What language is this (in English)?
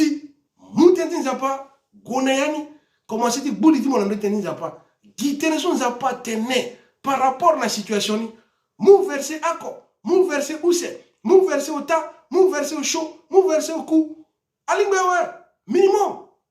Sango